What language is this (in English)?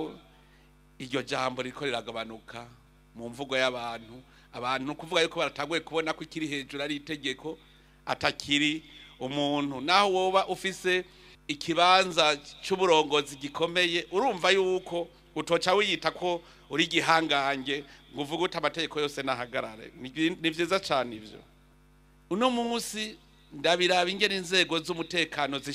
Rundi